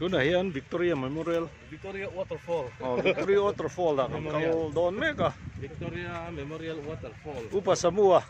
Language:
Mizo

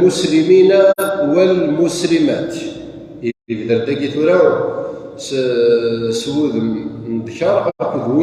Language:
Kabyle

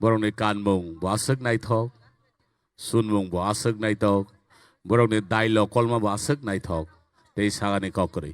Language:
Kok Borok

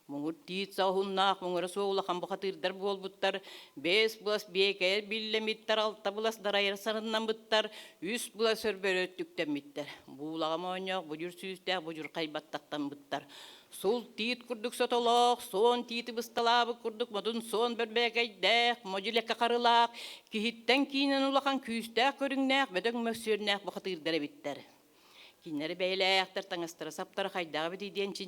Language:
Yakut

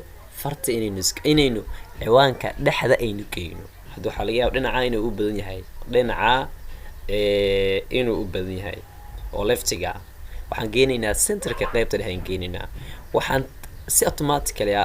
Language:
Somali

